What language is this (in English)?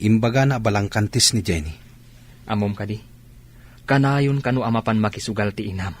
Iloko